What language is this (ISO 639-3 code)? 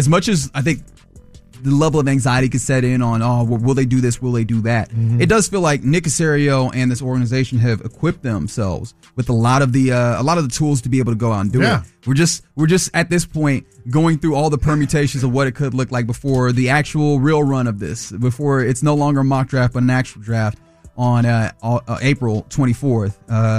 eng